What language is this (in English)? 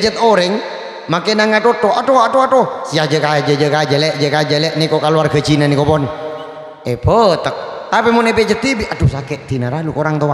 Madurese